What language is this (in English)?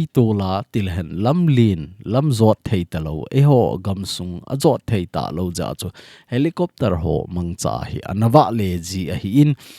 Thado Chin